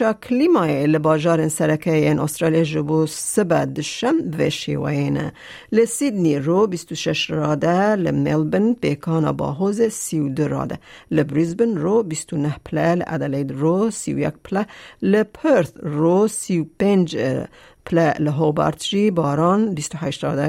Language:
Kurdish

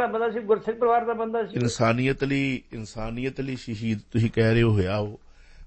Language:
Punjabi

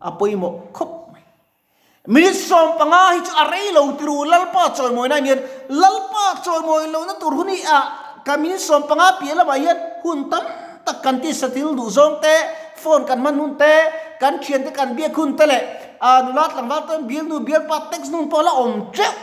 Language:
Mizo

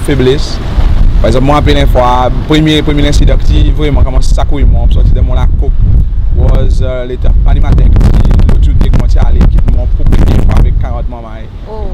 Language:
Seselwa Creole French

